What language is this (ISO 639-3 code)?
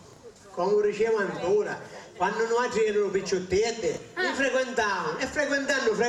scn